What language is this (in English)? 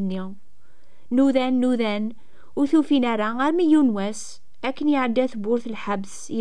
Kabyle